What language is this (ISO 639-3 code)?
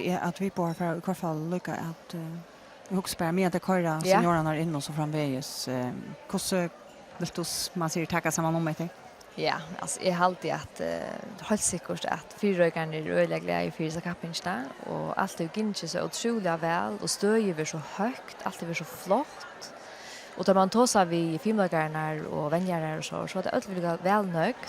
fao